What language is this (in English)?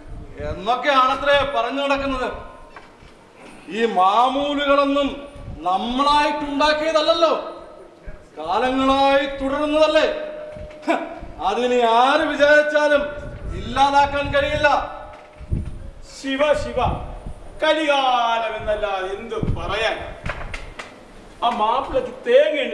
Malayalam